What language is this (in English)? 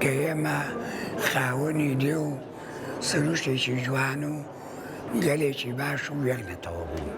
Central Kurdish